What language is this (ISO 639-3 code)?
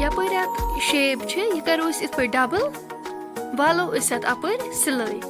kas